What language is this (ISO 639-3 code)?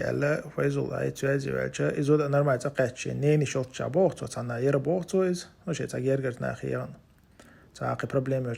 che